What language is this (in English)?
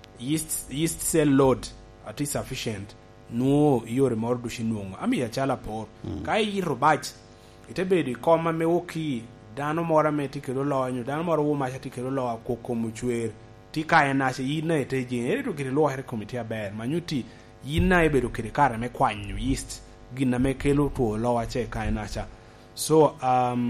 Lango (Uganda)